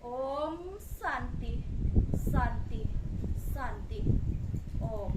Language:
Balinese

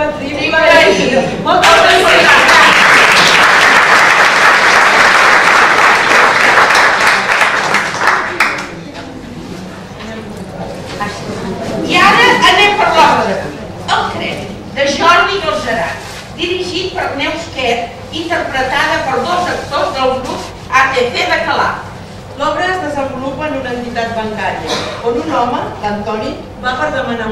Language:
Catalan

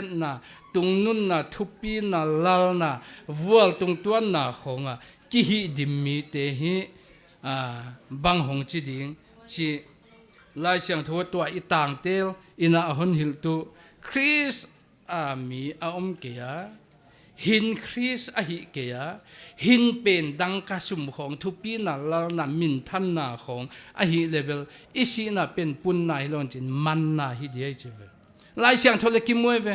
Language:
Paite Chin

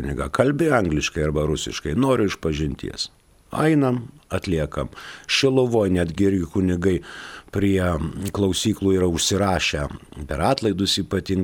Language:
Lithuanian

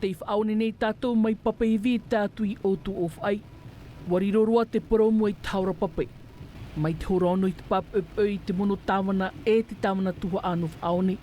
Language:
Tahitian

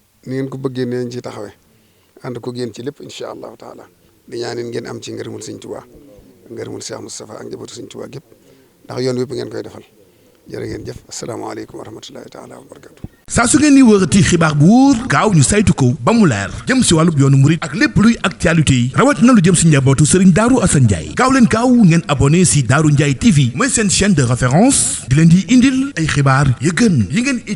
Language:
Wolof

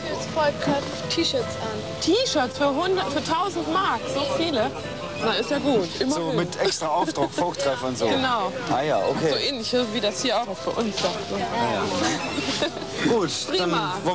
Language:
German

